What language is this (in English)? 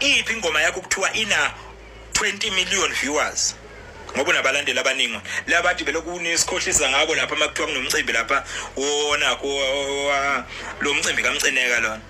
Zulu